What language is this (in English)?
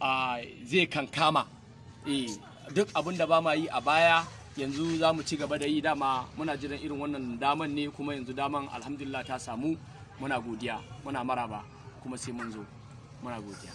Hausa